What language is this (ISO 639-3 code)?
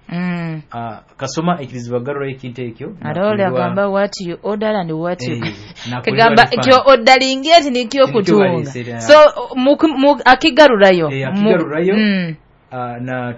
nyo